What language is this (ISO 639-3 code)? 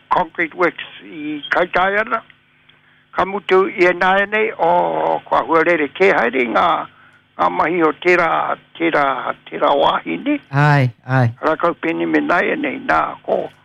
mri